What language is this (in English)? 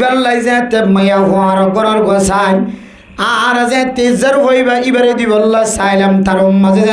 Rohingya